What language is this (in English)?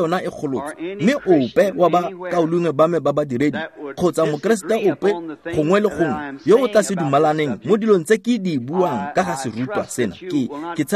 Tswana